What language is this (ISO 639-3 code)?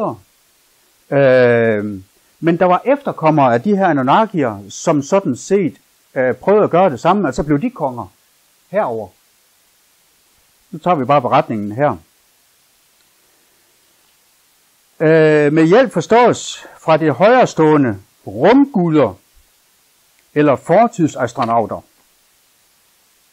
dan